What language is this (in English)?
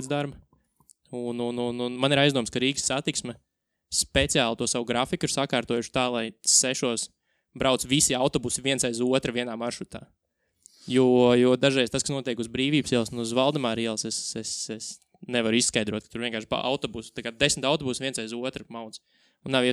Latvian